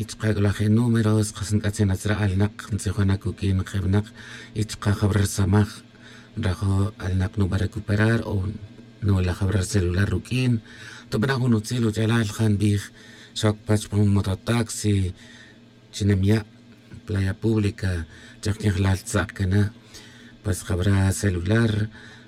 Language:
Tz'utujil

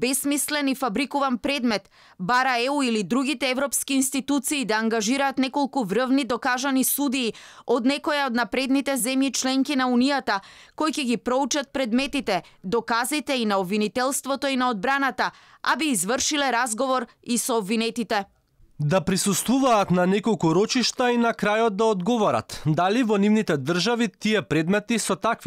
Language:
Macedonian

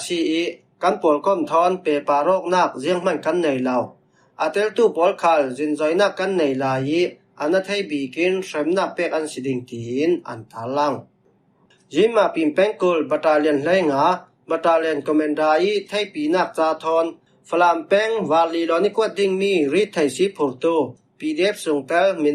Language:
Falam Chin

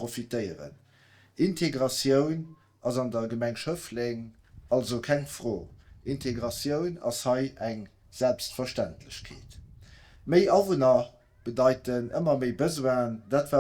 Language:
Luxembourgish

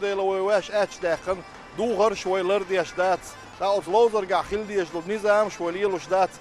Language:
Chechen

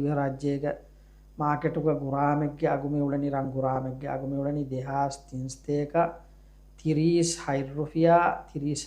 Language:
Divehi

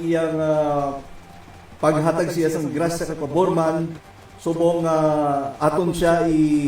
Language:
Hiligaynon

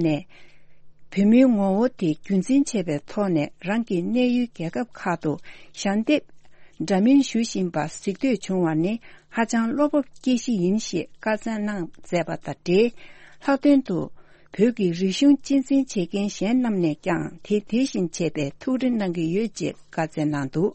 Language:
Tibetan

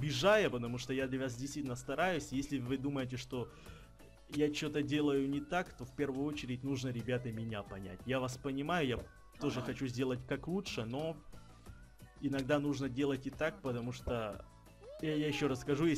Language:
Russian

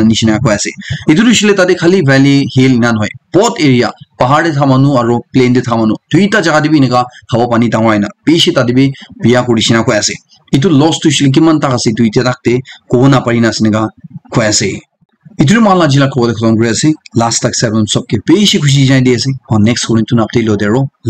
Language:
Naga Pidgin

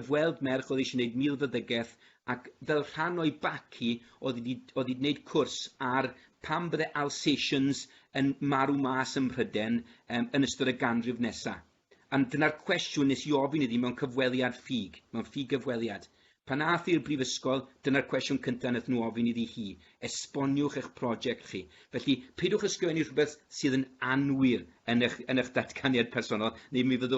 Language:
Welsh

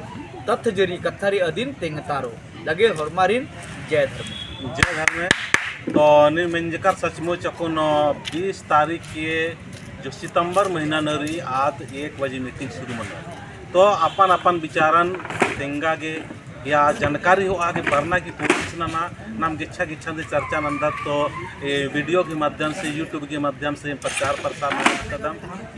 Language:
Kurukh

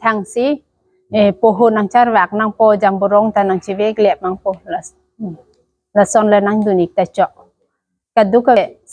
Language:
Karbi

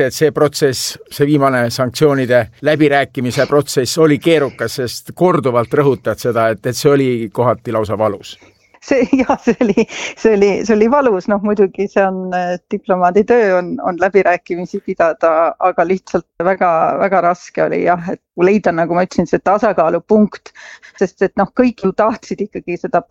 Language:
Estonian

